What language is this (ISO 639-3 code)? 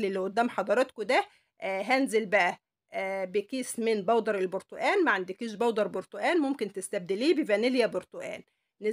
arz